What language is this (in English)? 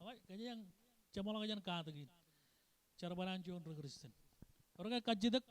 Marshallese